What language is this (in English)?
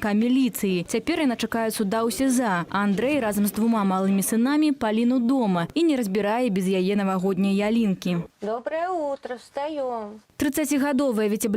Belarusian